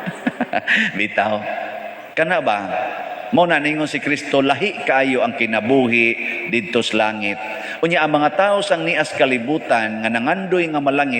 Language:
Cebuano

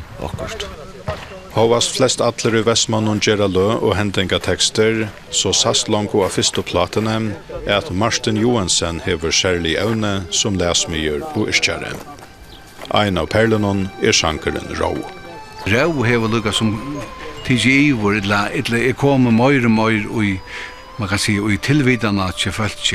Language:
Faroese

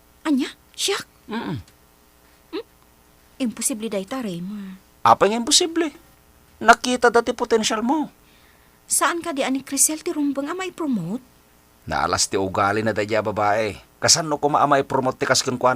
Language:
Iloko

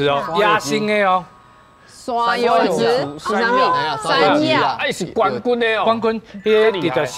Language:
Min Nan Chinese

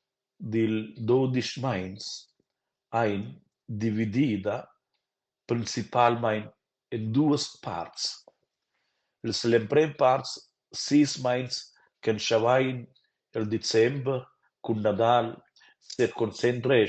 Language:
Romansh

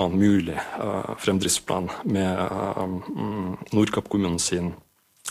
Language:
Norwegian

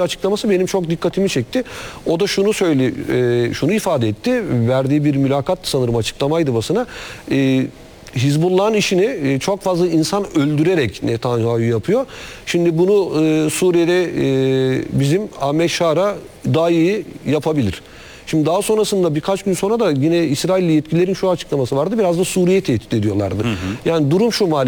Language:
Turkish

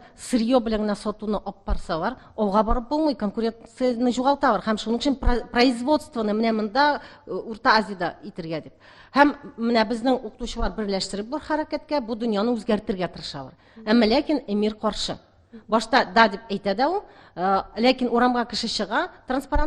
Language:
Tatar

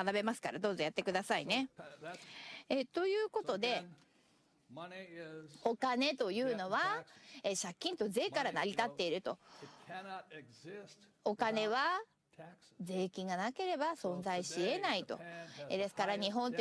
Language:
Japanese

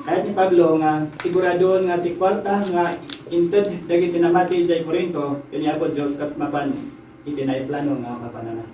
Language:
Iloko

